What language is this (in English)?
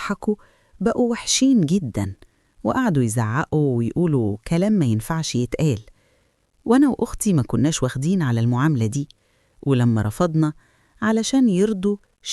Egyptian Arabic